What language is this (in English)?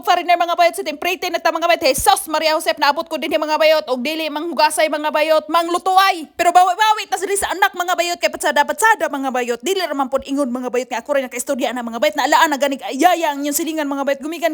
Cebuano